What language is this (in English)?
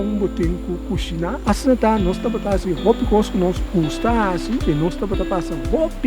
Papiamento